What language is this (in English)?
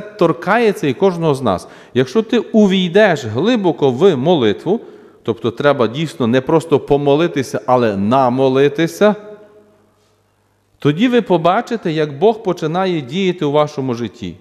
Ukrainian